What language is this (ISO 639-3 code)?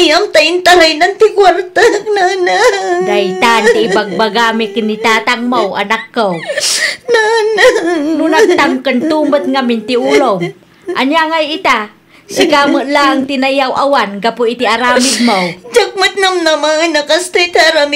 ilo